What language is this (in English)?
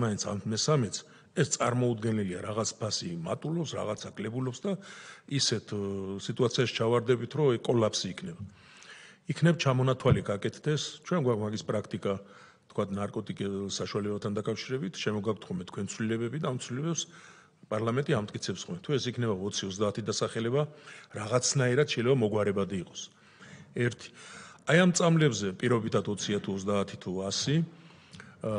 Georgian